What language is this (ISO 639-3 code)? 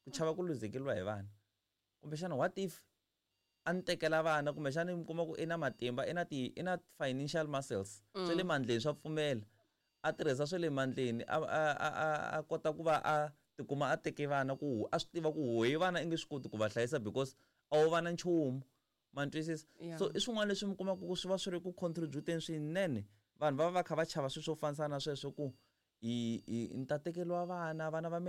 tso